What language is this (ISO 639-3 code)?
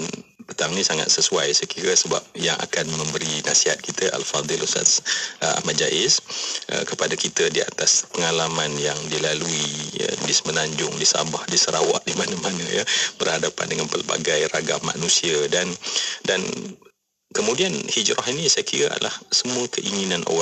msa